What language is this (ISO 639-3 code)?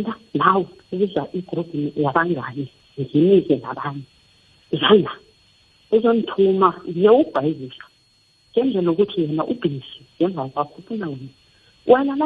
nbl